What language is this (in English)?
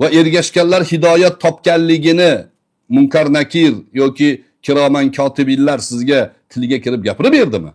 Uzbek